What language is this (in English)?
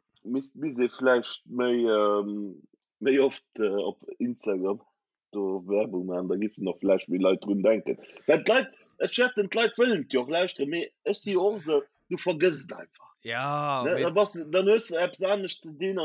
Luxembourgish